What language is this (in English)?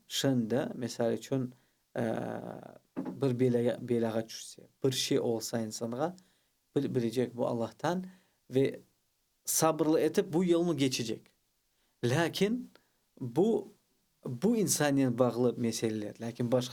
Crimean Tatar